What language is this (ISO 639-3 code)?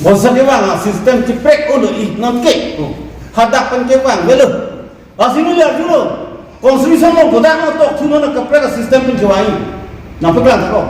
mjw